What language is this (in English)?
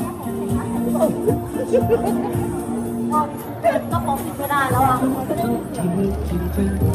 Thai